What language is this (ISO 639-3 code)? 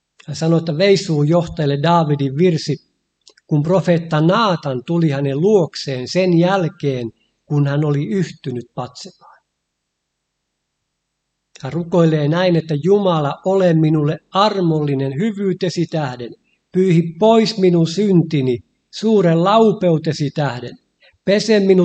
fin